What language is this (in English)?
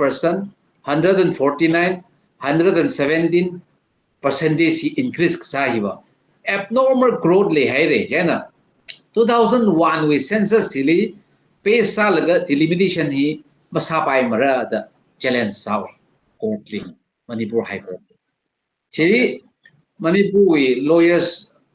Tangkhul Naga (India)